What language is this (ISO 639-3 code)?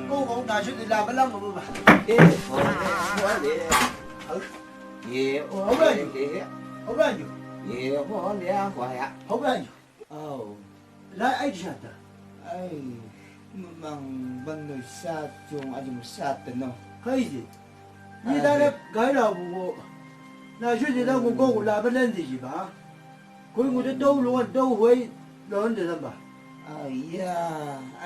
nbc